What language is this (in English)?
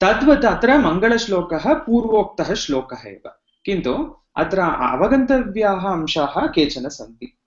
Sanskrit